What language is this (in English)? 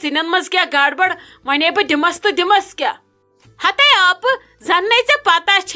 Kashmiri